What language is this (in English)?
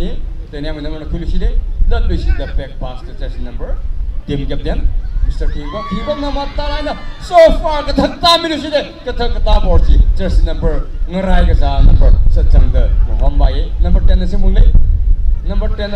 Tangkhul Naga (India)